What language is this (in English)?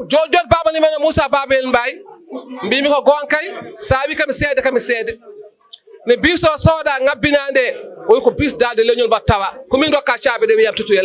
Fula